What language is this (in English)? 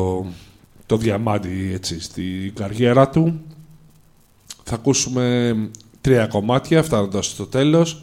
Greek